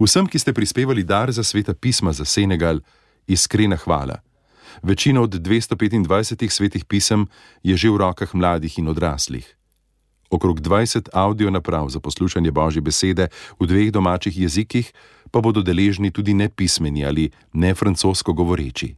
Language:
Slovenian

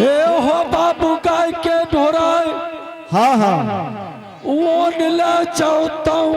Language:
Angika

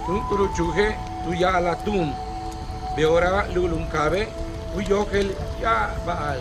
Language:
Yucateco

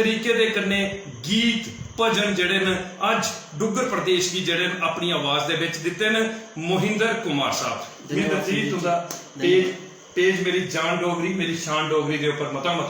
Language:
Dogri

